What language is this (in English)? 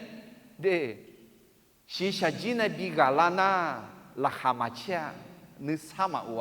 Akha